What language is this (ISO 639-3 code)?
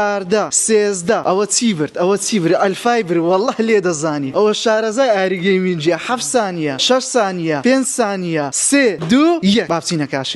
ckb